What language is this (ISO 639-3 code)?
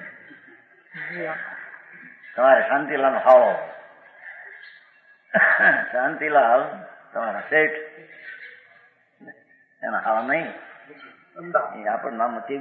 guj